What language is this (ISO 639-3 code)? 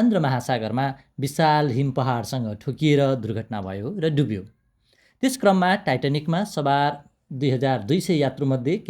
nep